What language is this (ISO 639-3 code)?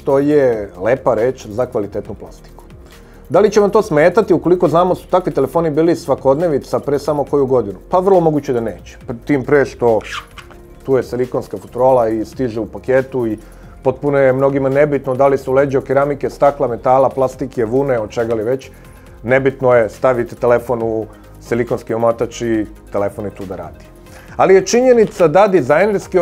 srp